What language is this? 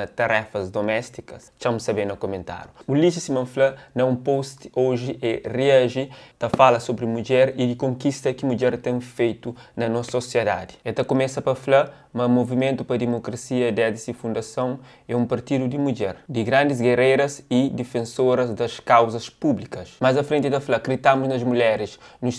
Kabuverdianu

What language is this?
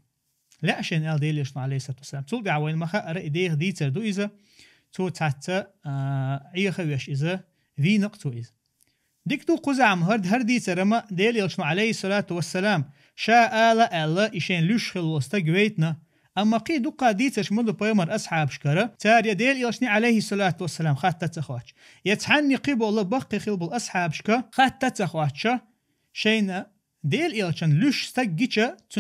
Chechen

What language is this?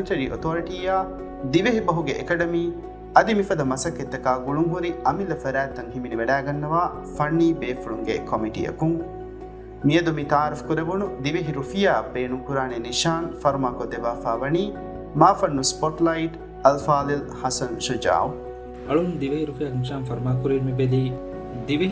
Divehi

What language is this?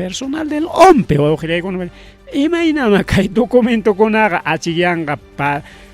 Ayacucho Quechua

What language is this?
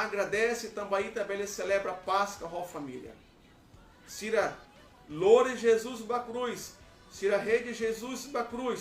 Tetum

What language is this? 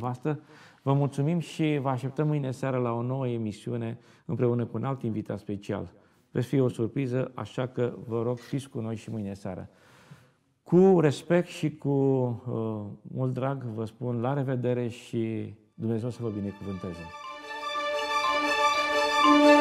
Romanian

